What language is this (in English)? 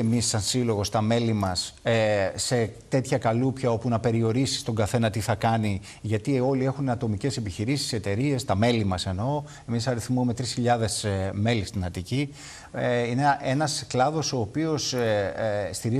Greek